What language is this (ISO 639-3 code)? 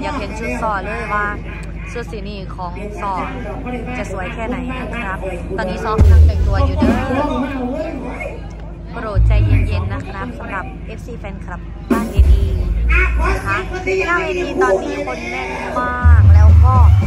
tha